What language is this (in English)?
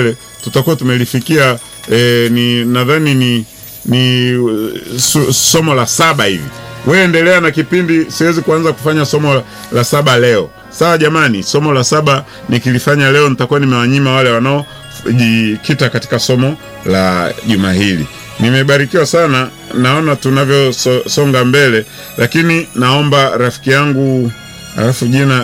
Swahili